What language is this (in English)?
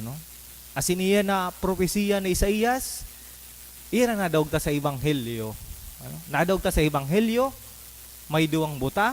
Bikol